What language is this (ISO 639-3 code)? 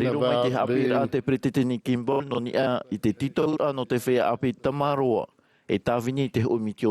tah